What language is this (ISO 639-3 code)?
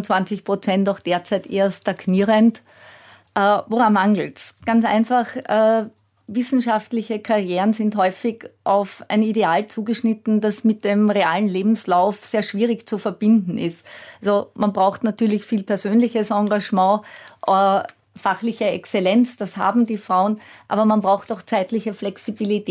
deu